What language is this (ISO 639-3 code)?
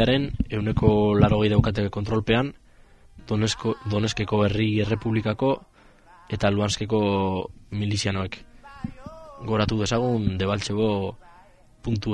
eus